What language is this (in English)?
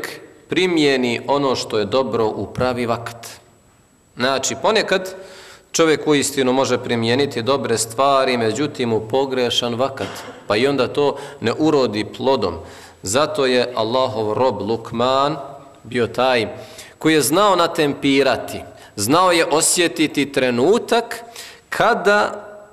Bosnian